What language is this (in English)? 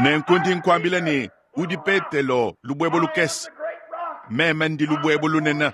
Luba-Lulua